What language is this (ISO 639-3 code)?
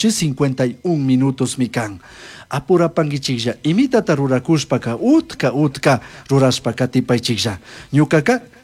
qug